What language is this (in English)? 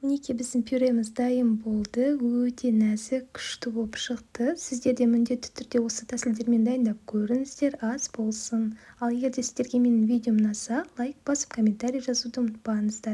Kazakh